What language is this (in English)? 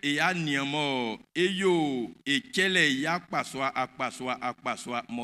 Baoulé